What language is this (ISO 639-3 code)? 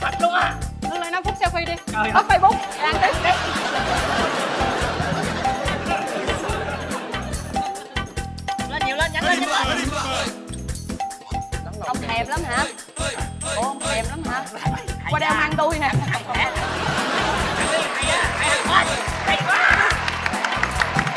vie